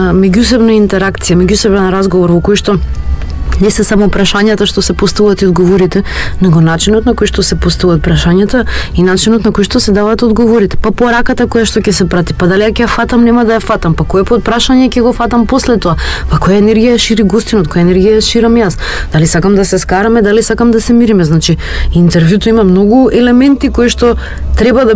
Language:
Macedonian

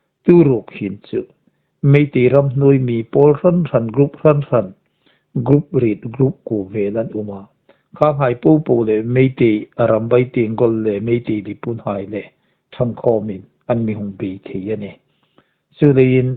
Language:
Hmar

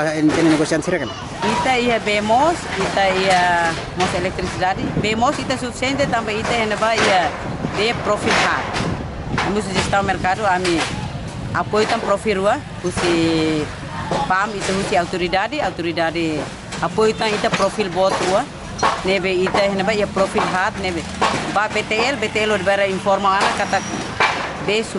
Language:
Tetum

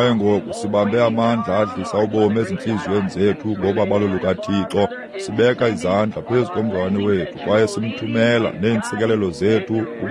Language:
Xhosa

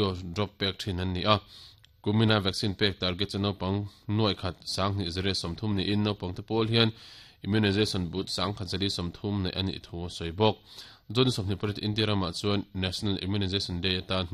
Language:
Mizo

